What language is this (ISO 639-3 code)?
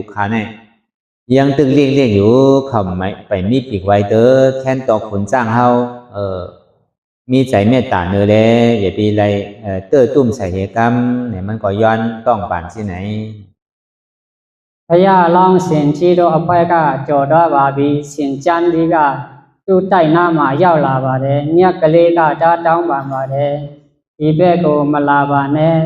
shn